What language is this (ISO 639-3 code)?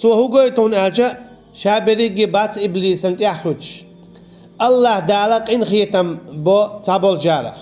che